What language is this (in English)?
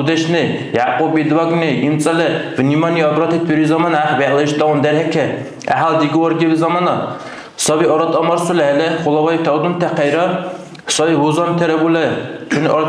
Dargwa